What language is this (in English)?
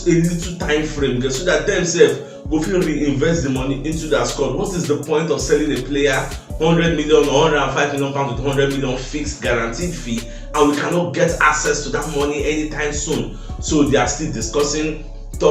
Nigerian Pidgin